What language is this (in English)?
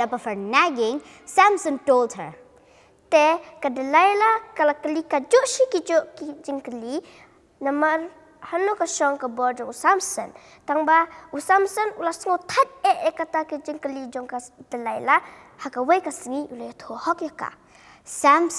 Khasi